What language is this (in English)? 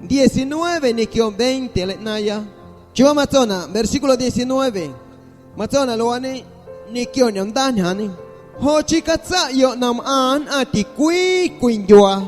Guerrero Amuzgo